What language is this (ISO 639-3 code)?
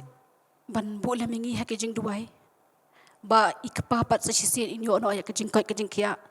kha